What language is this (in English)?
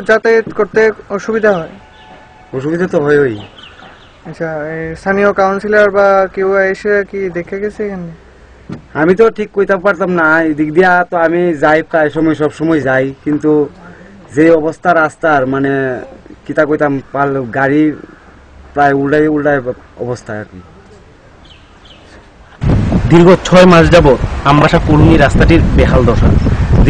Bangla